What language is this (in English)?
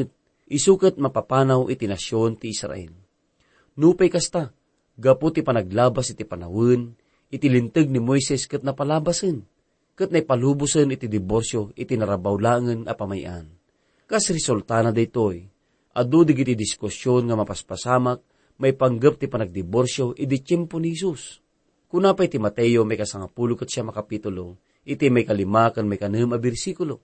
Iloko